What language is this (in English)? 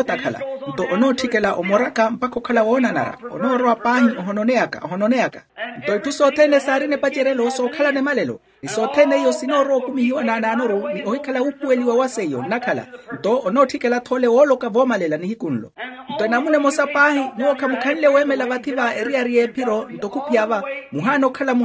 Makhuwa